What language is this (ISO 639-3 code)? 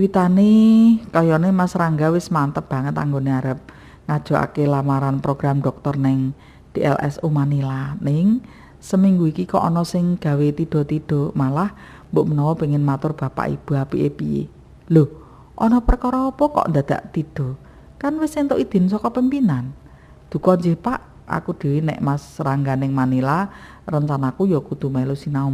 jav